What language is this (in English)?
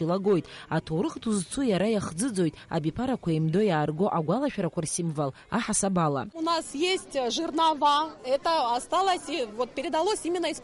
Abkhazian